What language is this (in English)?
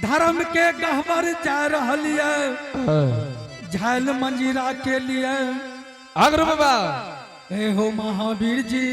Angika